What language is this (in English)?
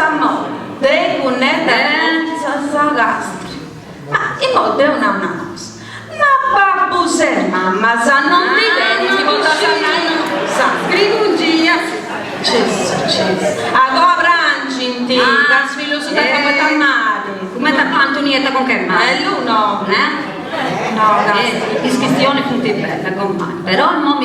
Sardinian